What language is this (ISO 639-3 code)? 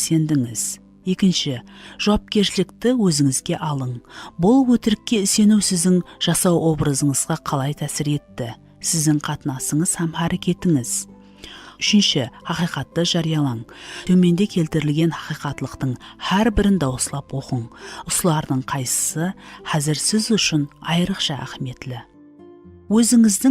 kaa